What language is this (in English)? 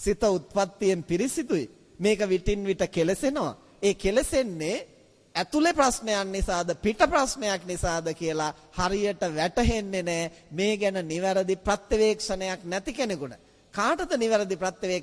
Sinhala